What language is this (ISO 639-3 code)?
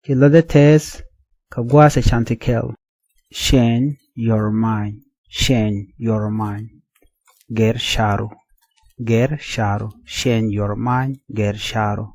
nus